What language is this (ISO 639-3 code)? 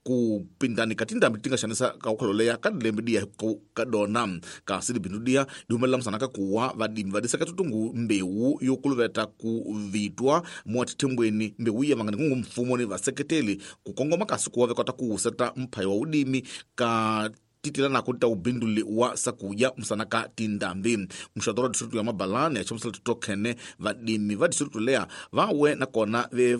tso